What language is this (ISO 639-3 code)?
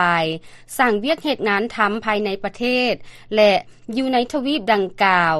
lao